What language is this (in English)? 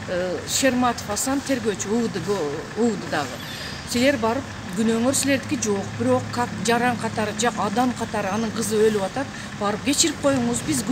Kyrgyz